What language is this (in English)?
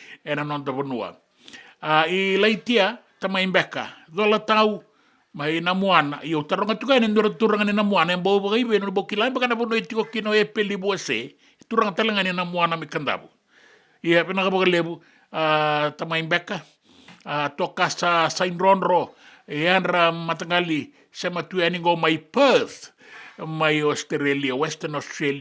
Fijian